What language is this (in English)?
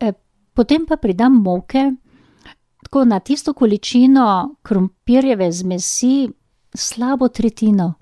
Slovenian